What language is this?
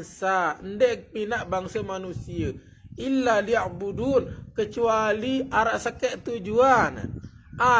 Sasak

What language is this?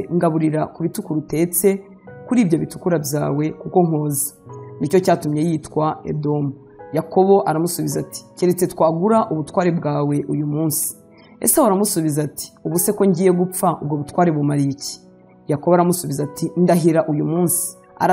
Kinyarwanda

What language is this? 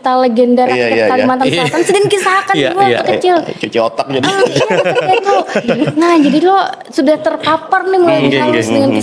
Banjar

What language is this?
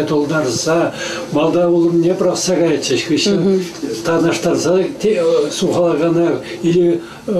Chuvash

